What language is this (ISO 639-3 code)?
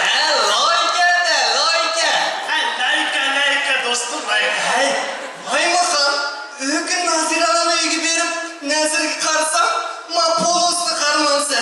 uig